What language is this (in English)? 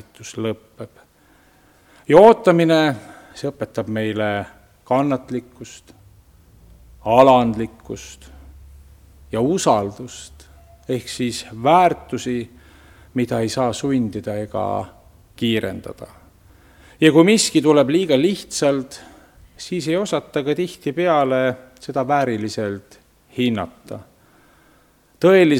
Estonian